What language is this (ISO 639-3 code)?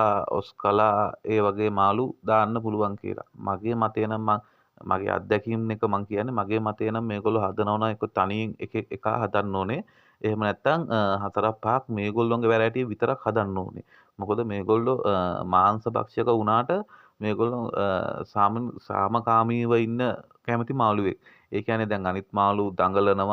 sin